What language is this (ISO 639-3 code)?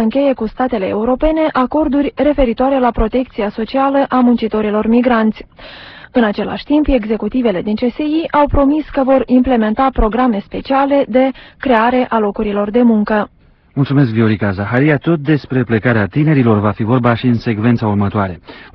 ron